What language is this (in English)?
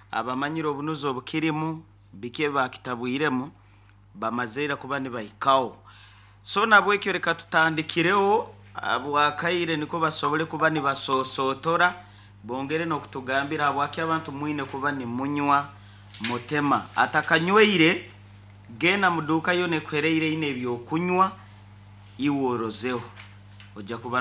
Nyankole